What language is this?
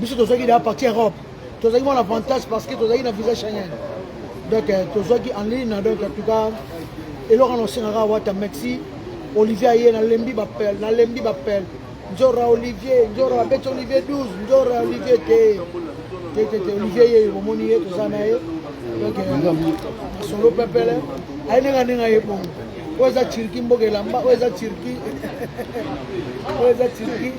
Lingala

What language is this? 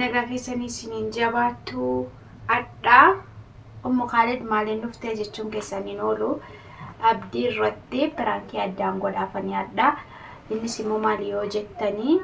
Oromo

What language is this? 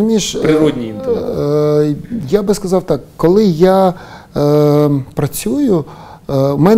Ukrainian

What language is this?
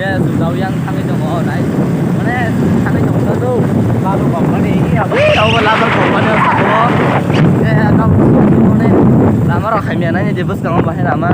Kok Borok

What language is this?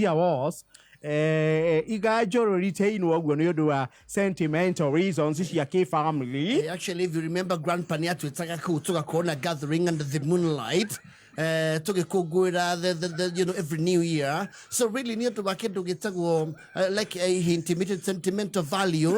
Kikuyu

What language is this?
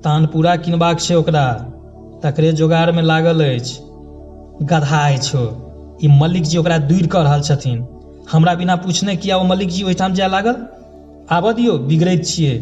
Maithili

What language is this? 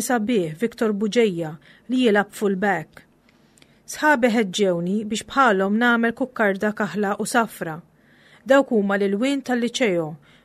Maltese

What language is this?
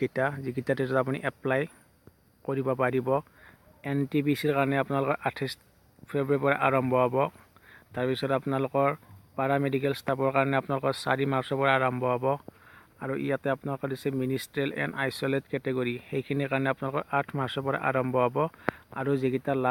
Assamese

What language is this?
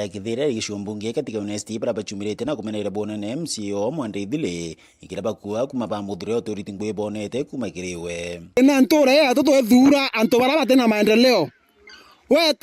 Meru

